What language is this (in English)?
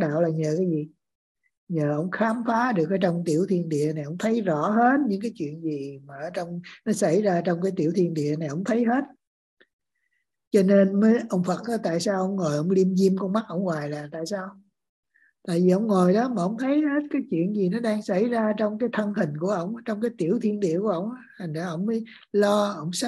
Vietnamese